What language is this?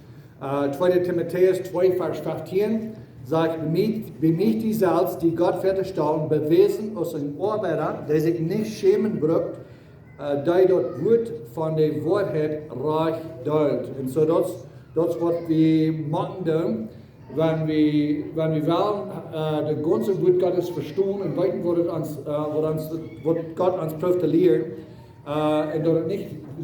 Plautdietsch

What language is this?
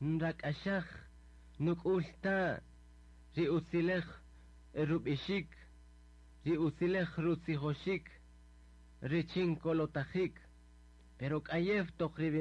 Kaqchikel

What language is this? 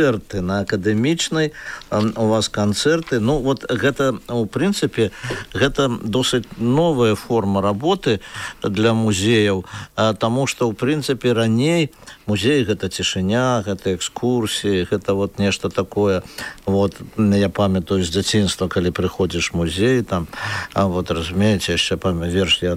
Belarusian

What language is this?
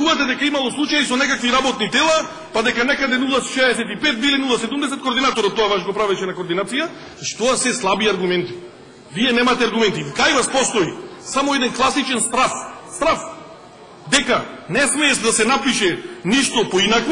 Macedonian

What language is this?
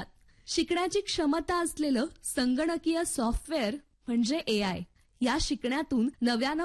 Marathi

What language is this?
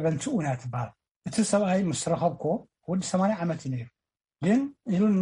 Tigrinya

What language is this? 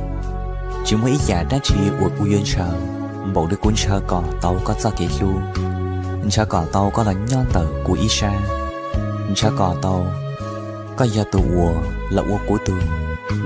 Hmong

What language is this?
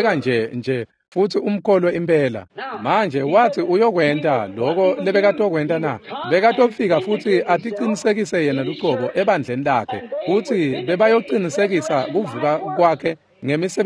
Swati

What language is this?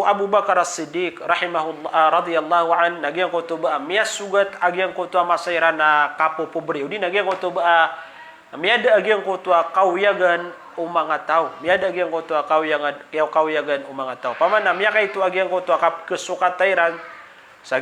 Maranao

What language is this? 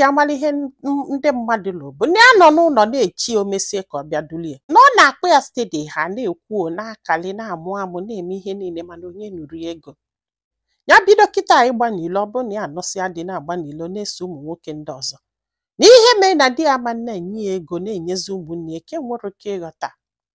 Igbo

